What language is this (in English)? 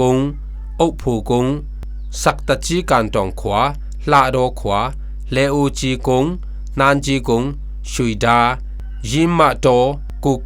Falam Chin